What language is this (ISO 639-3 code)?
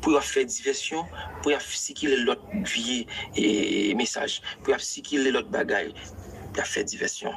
hat